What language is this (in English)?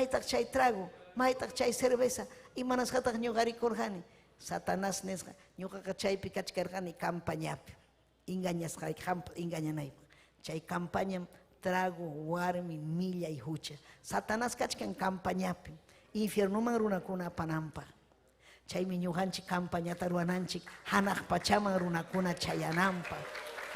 Ayacucho Quechua